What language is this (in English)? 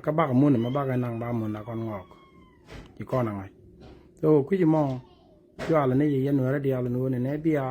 Nuer